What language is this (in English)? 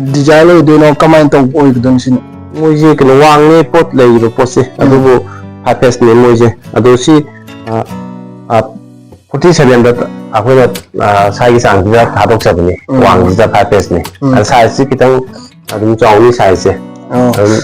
Manipuri